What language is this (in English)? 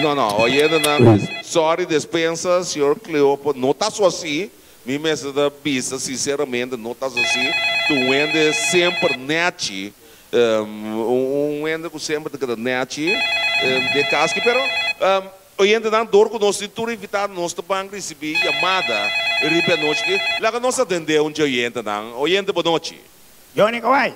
Papiamento